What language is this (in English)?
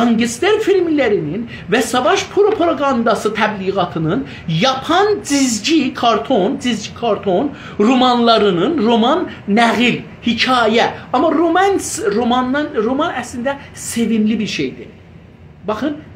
South Azerbaijani